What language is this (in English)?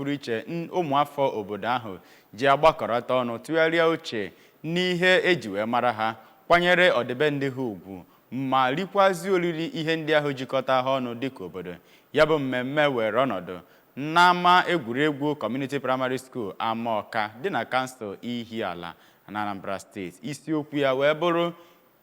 Igbo